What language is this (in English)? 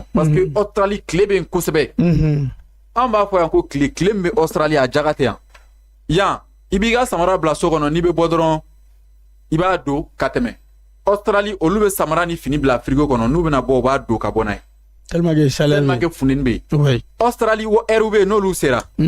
Bambara